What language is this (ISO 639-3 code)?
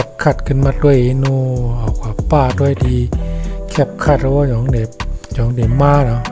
shn